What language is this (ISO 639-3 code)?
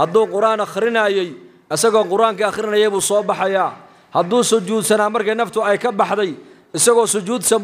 som